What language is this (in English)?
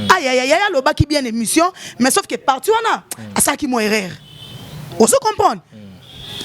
Lingala